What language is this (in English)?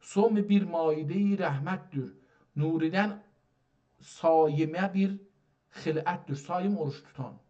South Azerbaijani